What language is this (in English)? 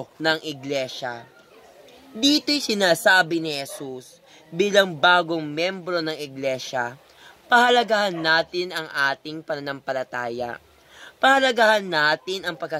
Filipino